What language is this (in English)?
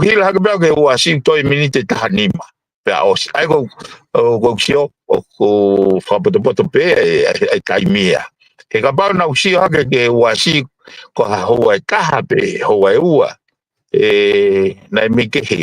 Tongan